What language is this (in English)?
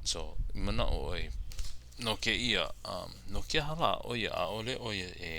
Hawaiian